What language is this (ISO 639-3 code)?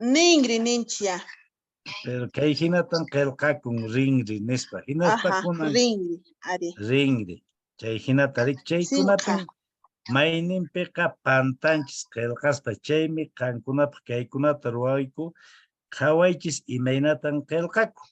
que